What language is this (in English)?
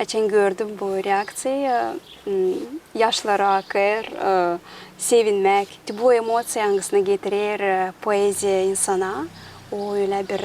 Gagauz